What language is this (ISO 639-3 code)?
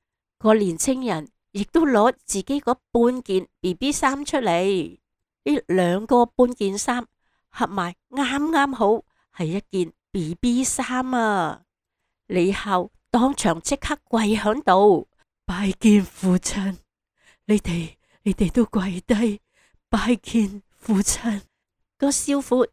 yue